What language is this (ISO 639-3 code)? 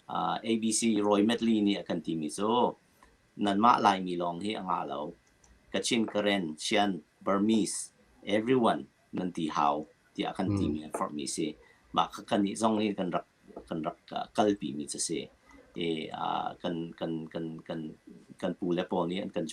cnh